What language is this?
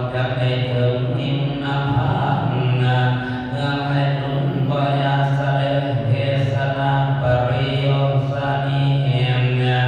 Northeastern Thai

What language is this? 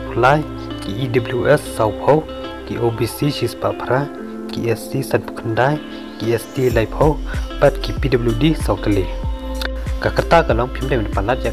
Khasi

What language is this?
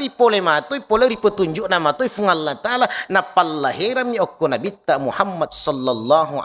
Buginese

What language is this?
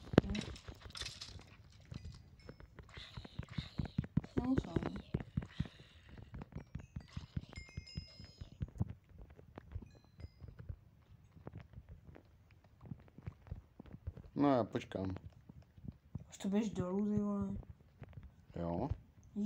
Czech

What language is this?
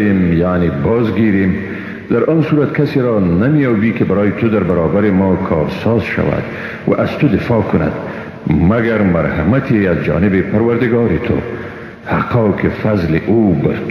Persian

